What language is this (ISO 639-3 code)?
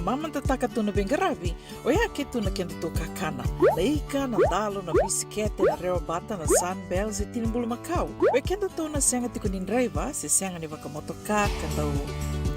fij